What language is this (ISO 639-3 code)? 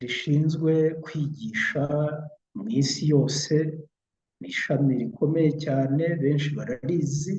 kin